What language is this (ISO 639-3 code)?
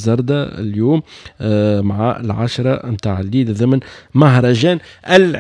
aeb